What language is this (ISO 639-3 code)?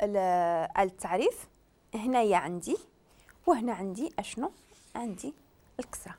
ary